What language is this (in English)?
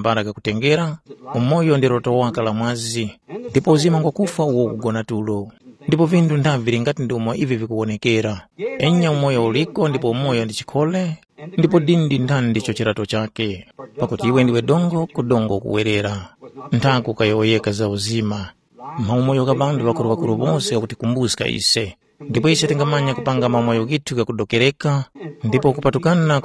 Tumbuka